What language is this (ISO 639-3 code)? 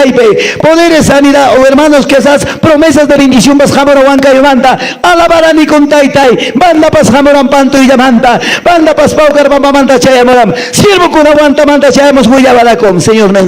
que